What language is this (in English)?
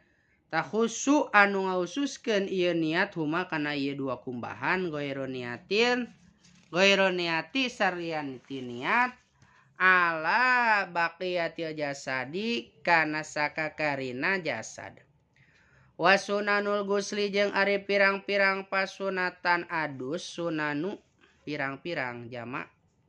Sundanese